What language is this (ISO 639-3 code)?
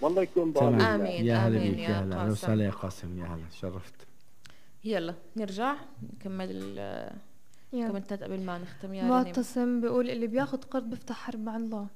apc